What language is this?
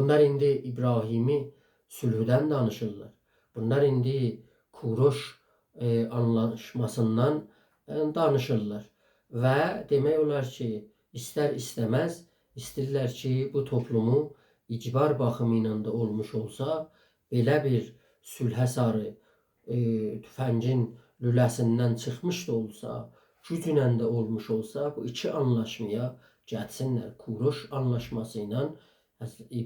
South Azerbaijani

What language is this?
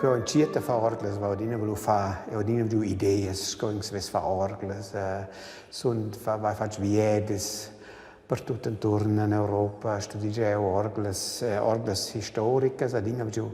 Romansh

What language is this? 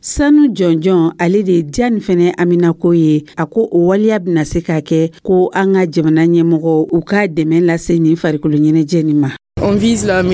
Dyula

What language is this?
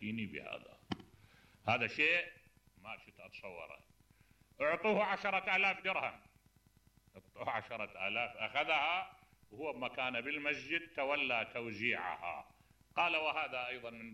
Mesopotamian Arabic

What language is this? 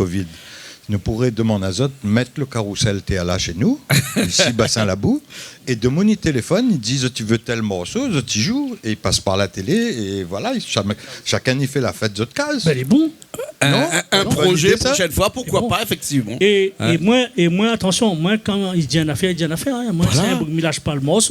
Réunion Creole French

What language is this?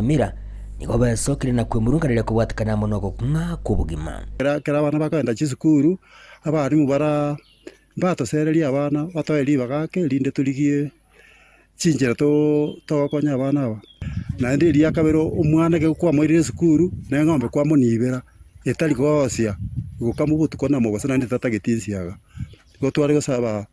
Gusii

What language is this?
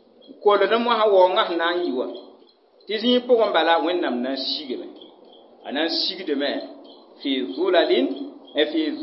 Mossi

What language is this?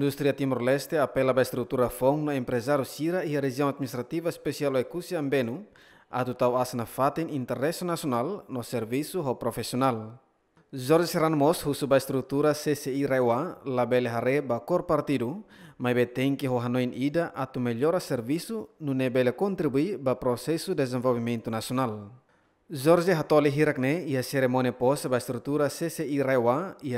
Tetum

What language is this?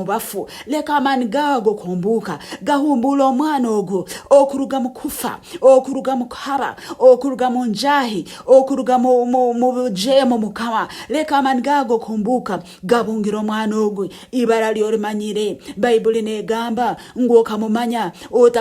Nyankole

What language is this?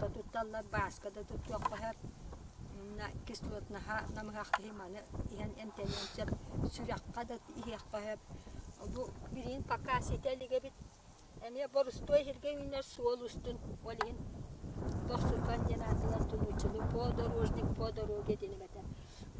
Yakut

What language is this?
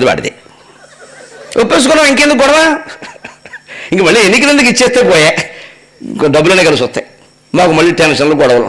Telugu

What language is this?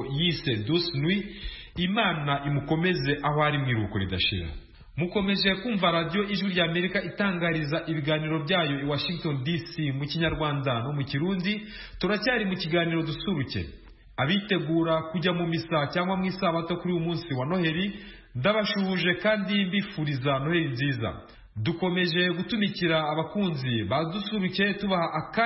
Kinyarwanda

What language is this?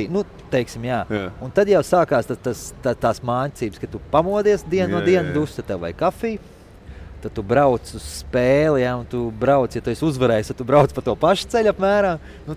Latvian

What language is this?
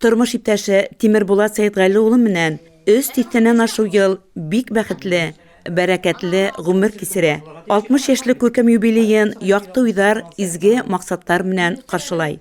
Bashkir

